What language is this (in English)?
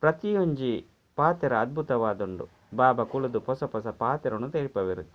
Tulu